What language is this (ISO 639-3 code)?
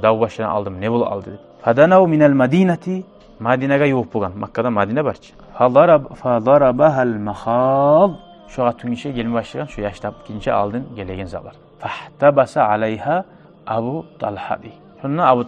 kum